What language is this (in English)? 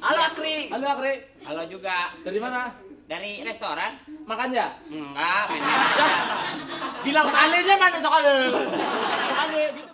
Betawi